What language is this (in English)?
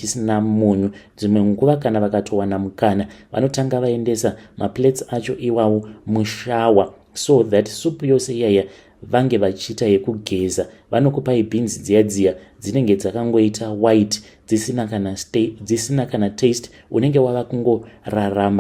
Shona